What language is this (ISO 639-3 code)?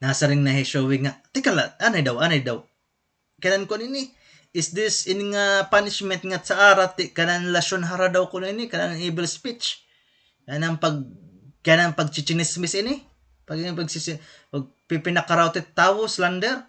war